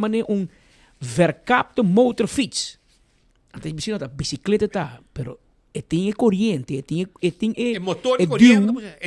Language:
Papiamento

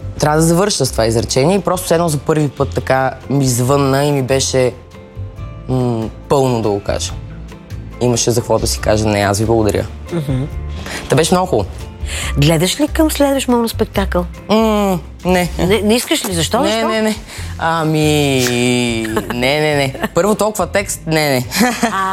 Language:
Bulgarian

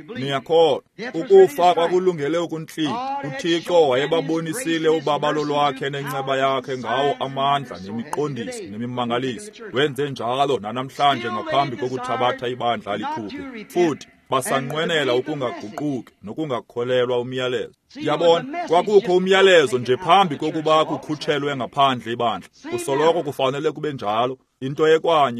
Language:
Xhosa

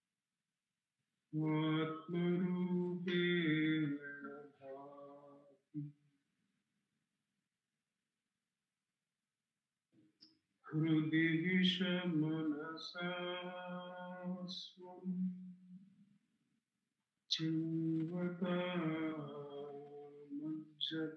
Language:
Kannada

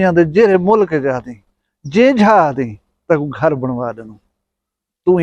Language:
Saraiki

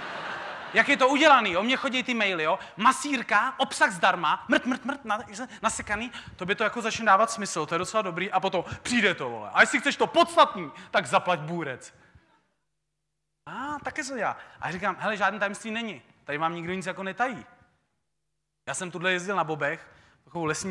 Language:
Czech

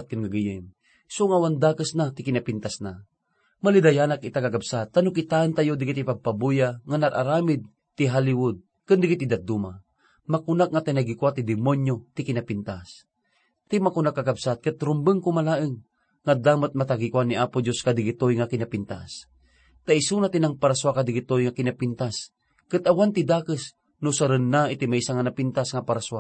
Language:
Iloko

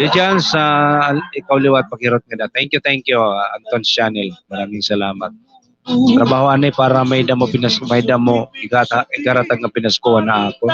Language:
Waray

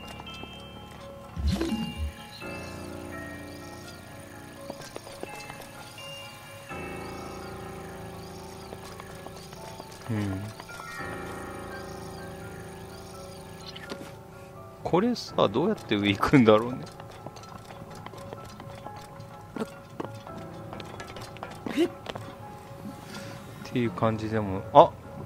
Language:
Japanese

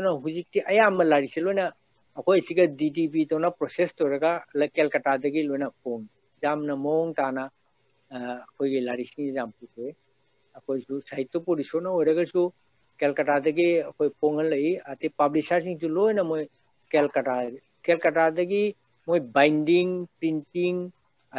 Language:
Manipuri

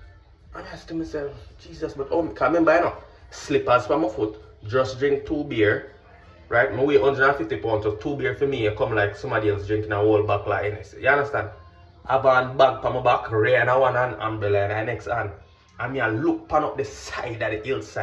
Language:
Jamaican Creole English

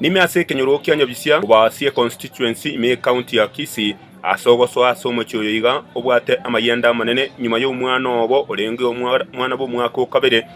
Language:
Gusii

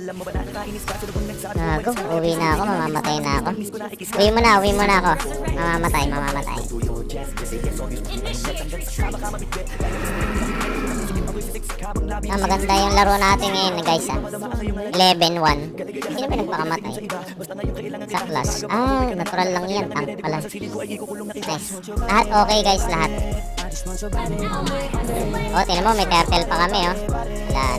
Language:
Filipino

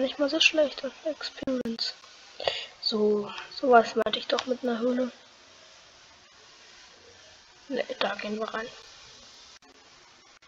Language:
German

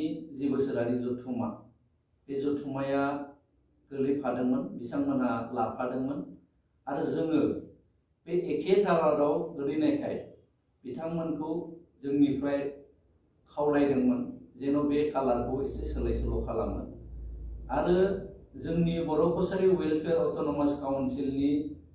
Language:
Bodo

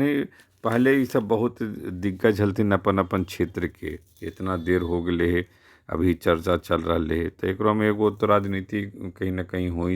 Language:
Magahi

